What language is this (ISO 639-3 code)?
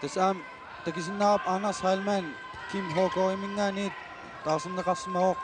kal